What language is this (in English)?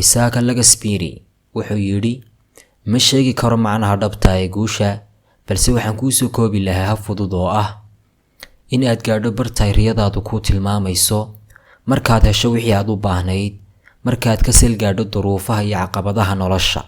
Somali